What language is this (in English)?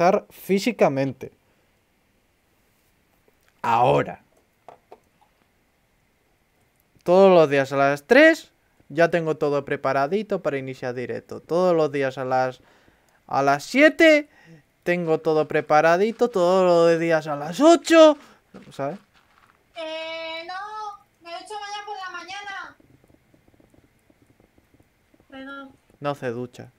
Spanish